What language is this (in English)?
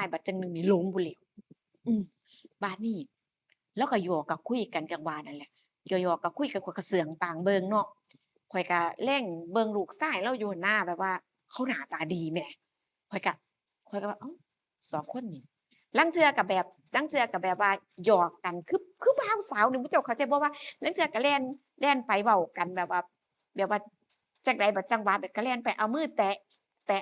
Northeastern Thai